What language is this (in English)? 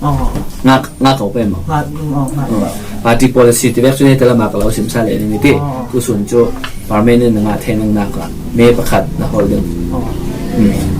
Falam Chin